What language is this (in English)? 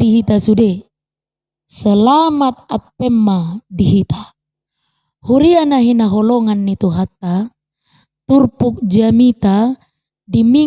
Batak Toba